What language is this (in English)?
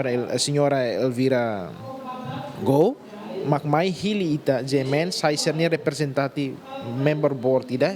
Tetum